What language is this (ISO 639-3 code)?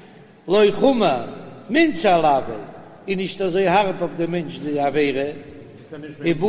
yid